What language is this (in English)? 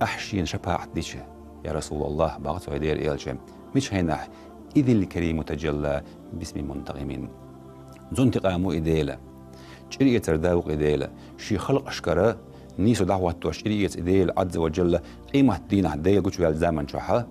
Chechen